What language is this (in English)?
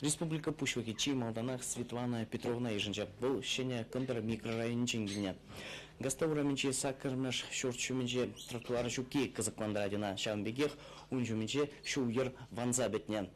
Chuvash